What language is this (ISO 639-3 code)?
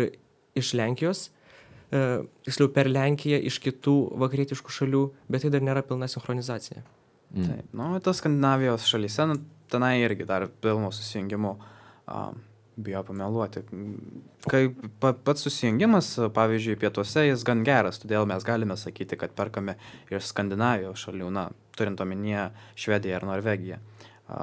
lit